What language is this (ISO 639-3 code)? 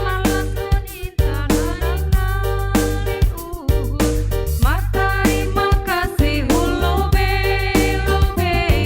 bts